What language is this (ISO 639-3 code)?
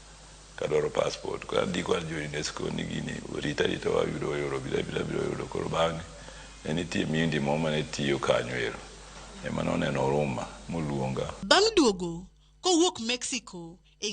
luo